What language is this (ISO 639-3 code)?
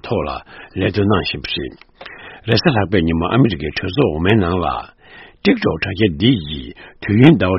bod